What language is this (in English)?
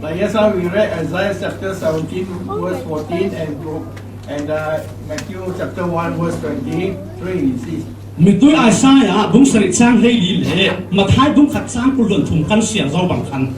Falam Chin